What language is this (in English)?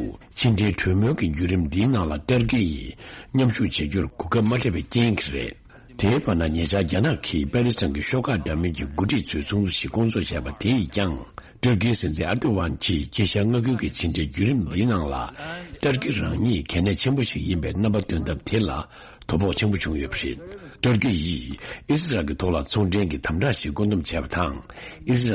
Tibetan